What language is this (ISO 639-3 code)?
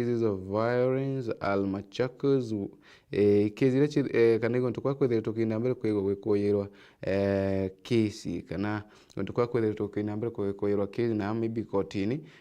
mer